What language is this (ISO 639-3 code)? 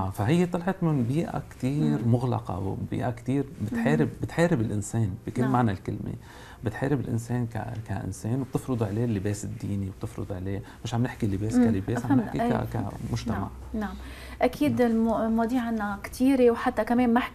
apc